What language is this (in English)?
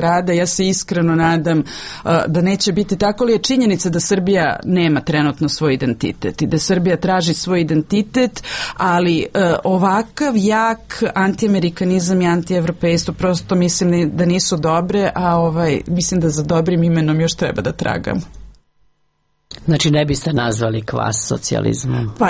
Serbian